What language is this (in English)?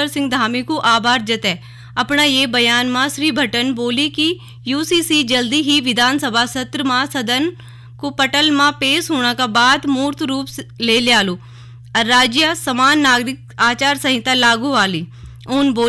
Garhwali